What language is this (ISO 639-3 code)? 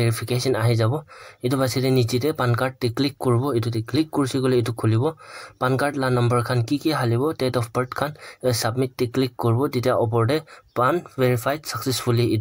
nag